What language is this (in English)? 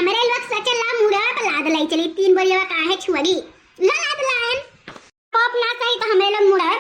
Awadhi